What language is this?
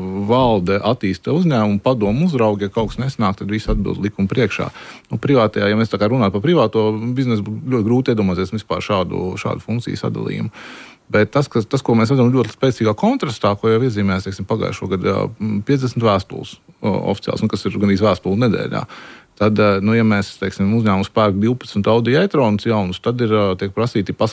Latvian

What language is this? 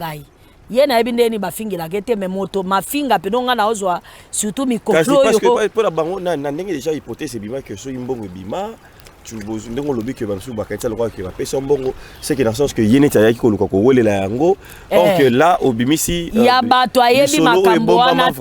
Lingala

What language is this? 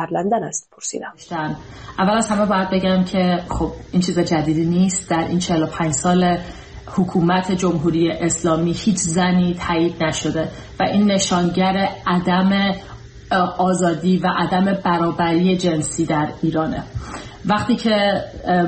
Persian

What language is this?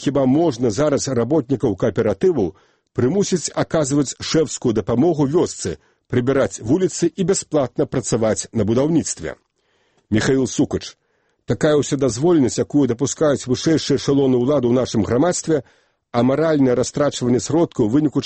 Belarusian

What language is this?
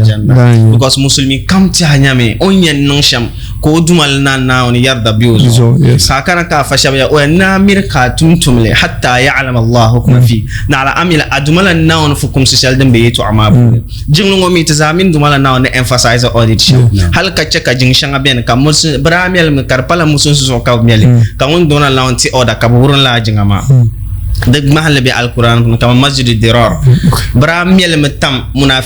Dagbani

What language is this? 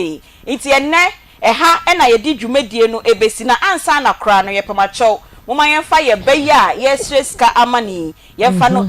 Akan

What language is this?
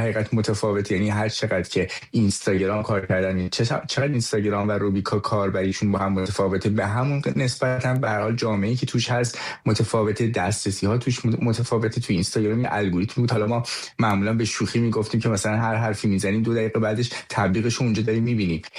Persian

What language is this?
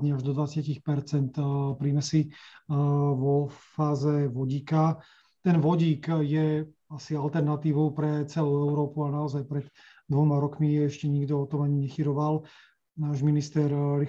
Slovak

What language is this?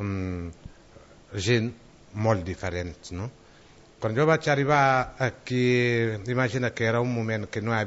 Catalan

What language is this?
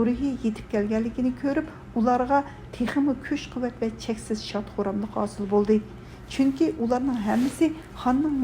Uyghur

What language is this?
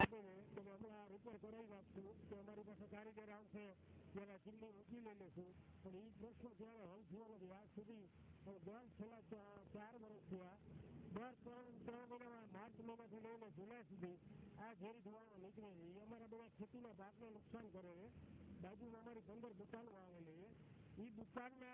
Gujarati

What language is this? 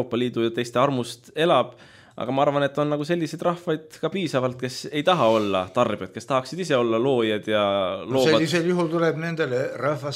Estonian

